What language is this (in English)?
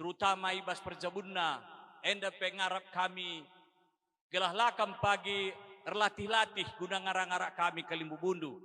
Batak Karo